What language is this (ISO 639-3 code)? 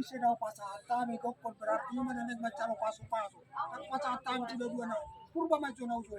bbc